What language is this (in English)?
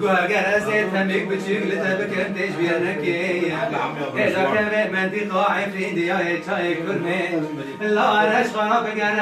North Levantine Arabic